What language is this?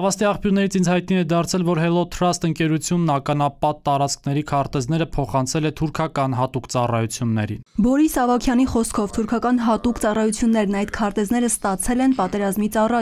Armenian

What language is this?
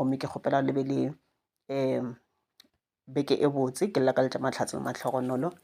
Northern Sotho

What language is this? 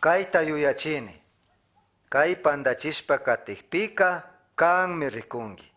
Chimborazo Highland Quichua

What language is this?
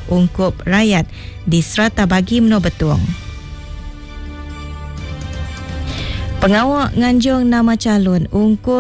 Iban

